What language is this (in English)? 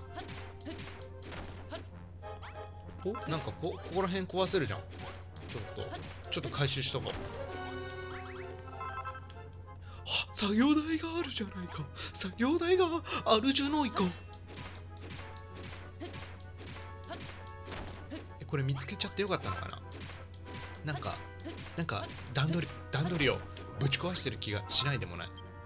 Japanese